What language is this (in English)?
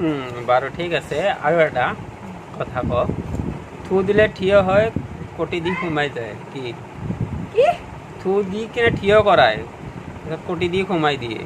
Assamese